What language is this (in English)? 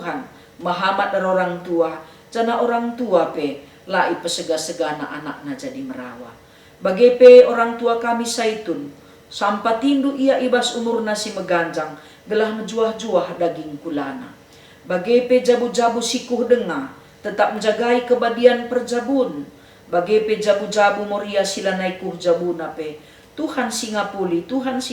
Batak Karo